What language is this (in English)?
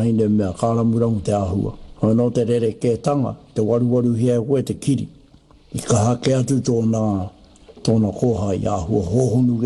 Māori